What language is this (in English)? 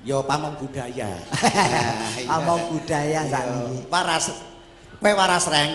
Javanese